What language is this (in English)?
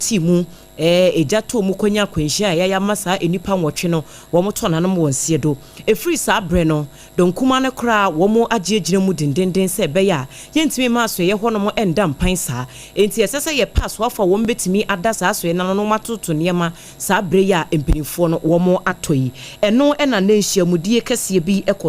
Akan